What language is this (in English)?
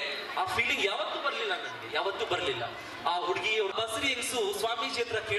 Kannada